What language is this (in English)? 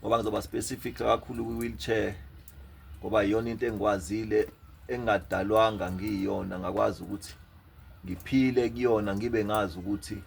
Zulu